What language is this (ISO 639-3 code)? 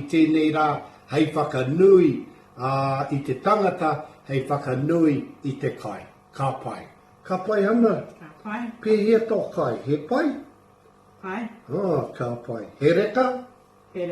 mri